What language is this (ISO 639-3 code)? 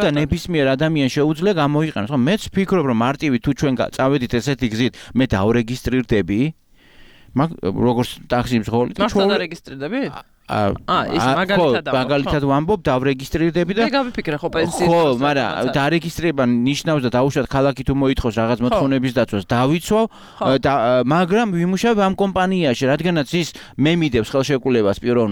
kat